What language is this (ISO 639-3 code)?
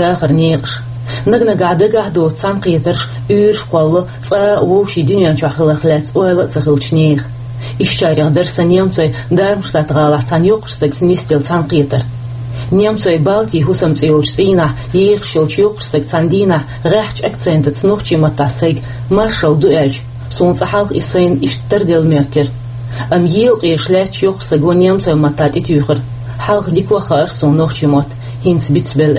che